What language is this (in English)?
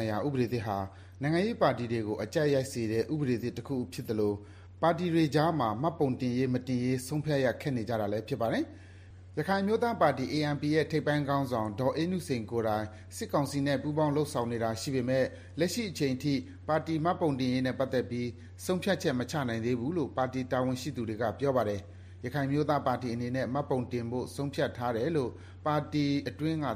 Burmese